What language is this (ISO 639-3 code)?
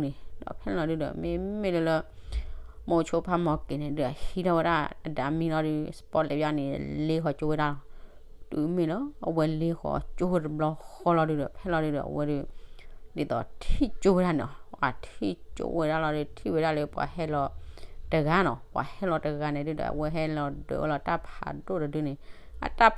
ksw